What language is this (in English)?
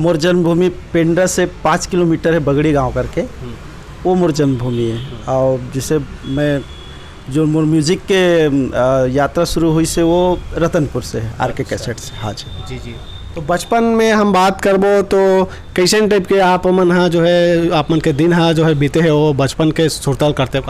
Chhattisgarhi